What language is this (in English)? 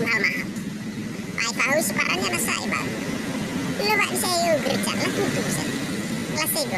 Nias